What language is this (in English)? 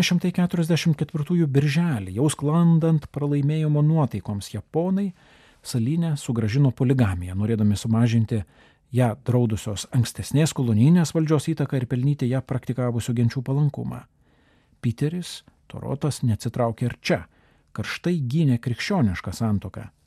Lithuanian